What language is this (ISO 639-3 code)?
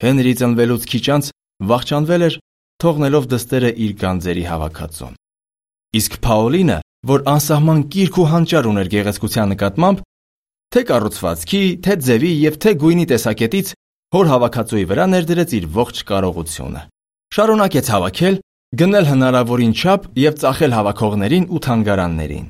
hye